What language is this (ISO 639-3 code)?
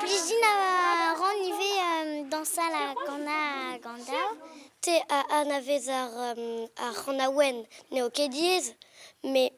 bre